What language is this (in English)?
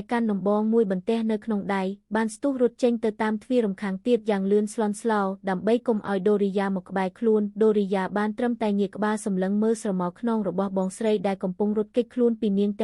Khmer